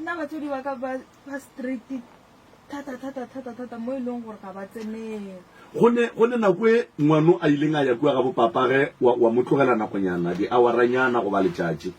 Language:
Northern Sotho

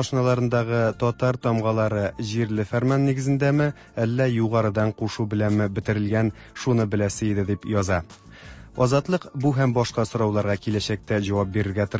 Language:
Tatar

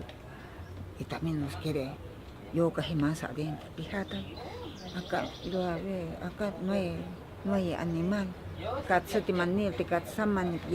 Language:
Ashéninka Perené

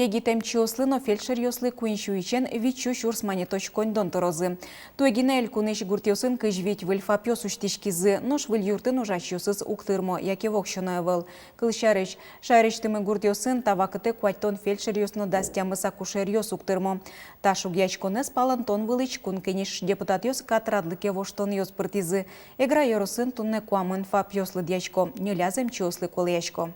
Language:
Udmurt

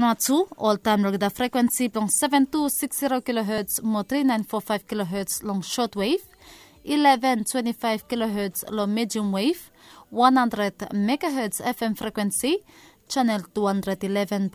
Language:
Bislama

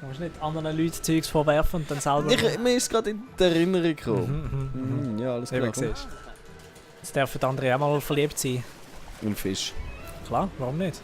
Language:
Swiss German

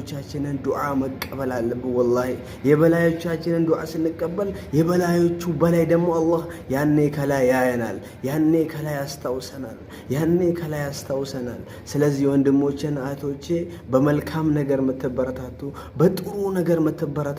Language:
Amharic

